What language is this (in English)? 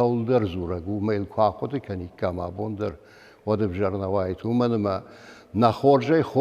Ossetic